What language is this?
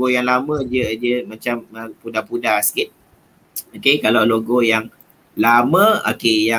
Malay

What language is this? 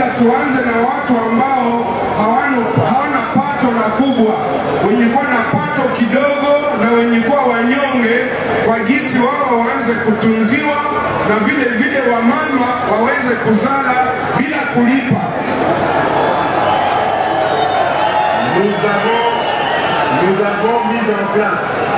Swahili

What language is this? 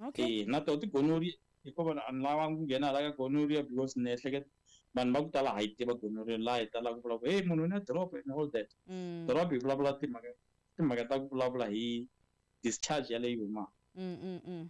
Tsonga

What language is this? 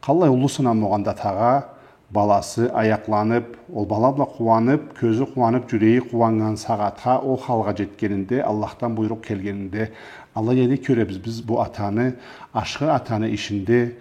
Karachay-Balkar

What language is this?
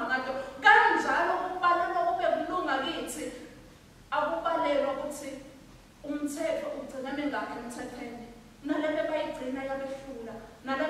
Swati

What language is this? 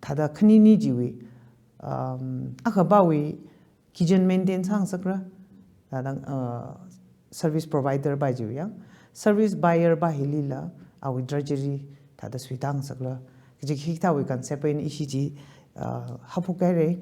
Tangkhul Naga (India)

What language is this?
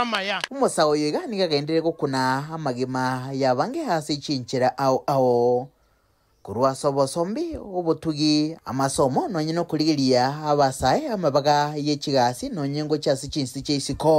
Gusii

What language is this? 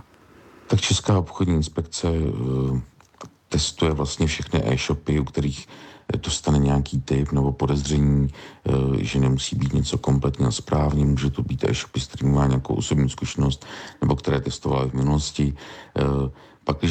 Czech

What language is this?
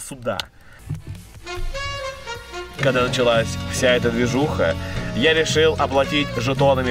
Russian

